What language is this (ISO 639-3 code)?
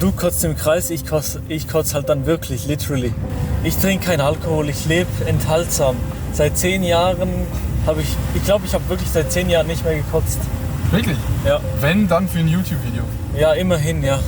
gsw